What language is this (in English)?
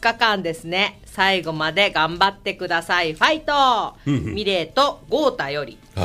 Japanese